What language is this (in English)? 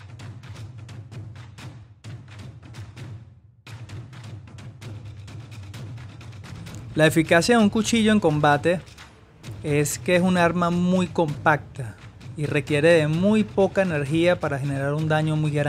Spanish